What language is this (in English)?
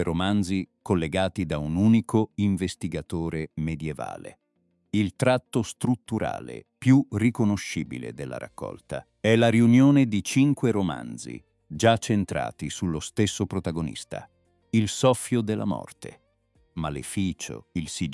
Italian